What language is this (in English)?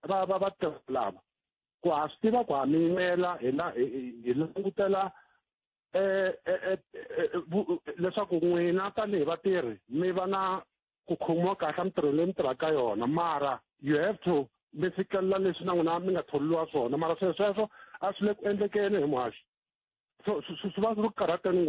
Tsonga